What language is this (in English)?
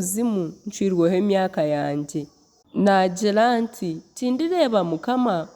Nyankole